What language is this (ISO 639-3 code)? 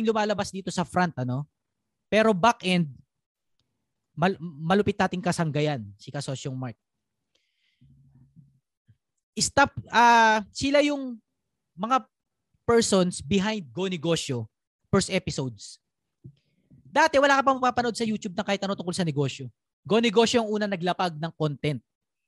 fil